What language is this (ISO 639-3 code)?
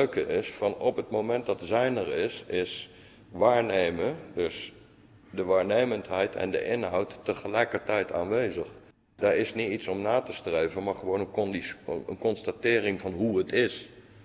nld